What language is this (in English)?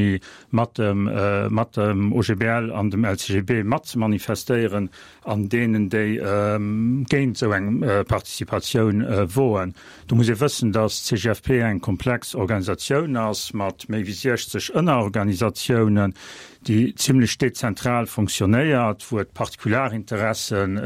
Luxembourgish